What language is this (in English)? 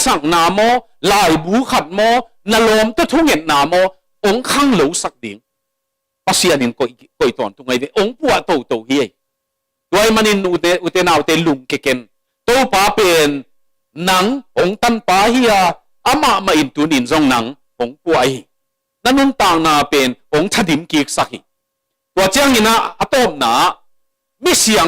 Tedim Chin